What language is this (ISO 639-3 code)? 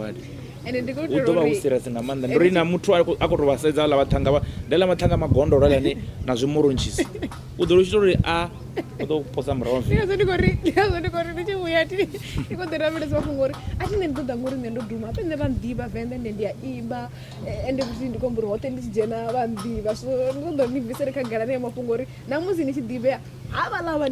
ven